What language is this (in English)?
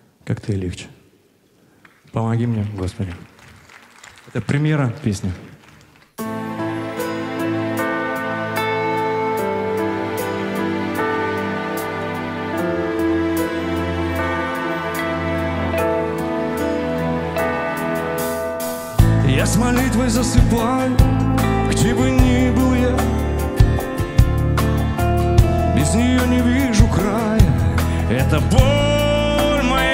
Russian